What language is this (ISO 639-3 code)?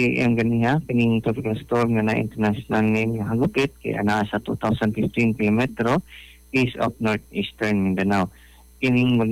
ceb